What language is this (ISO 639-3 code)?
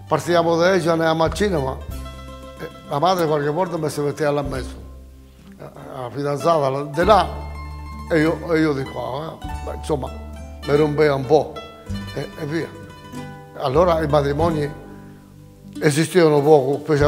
ita